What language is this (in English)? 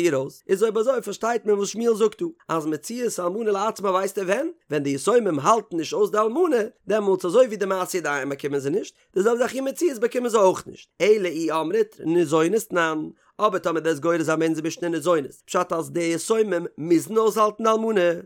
Yiddish